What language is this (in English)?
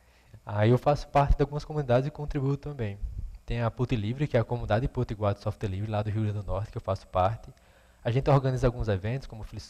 Portuguese